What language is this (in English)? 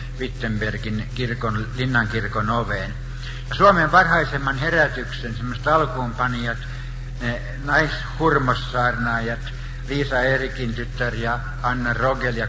Finnish